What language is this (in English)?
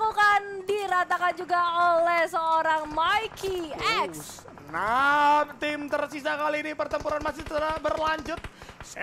Indonesian